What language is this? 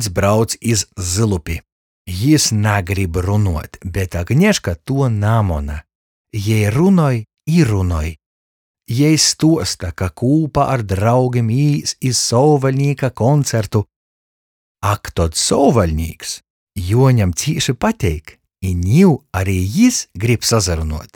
Latgalian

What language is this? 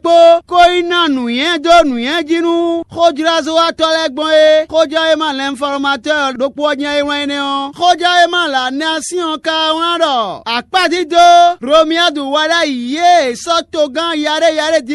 Fon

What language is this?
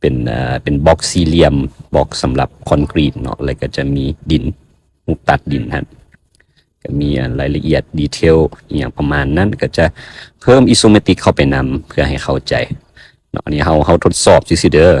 Lao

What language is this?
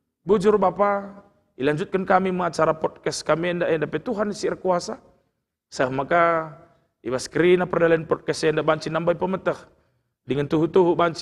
Batak Karo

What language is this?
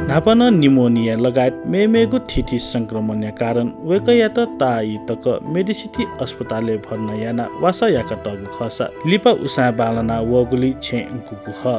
Newari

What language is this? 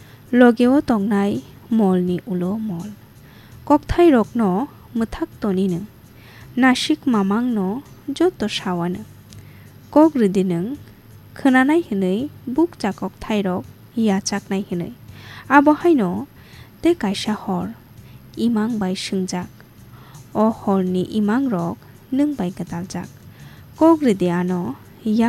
Kok Borok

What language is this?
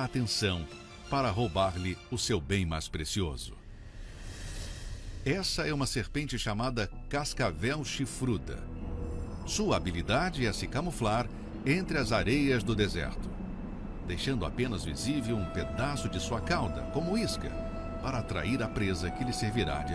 Portuguese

